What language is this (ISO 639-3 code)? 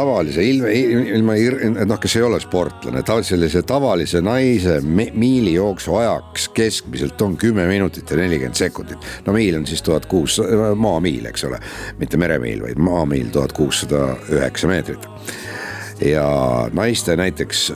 est